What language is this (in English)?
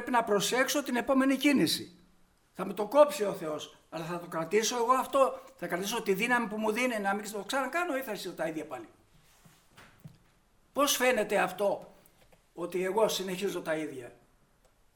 Greek